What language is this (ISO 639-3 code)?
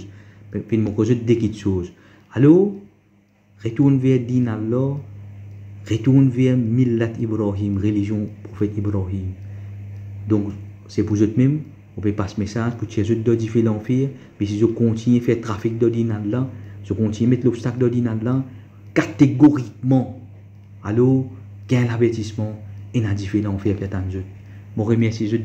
mfe